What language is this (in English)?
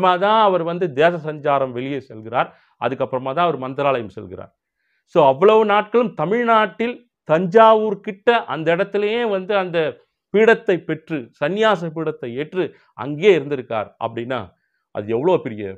Tamil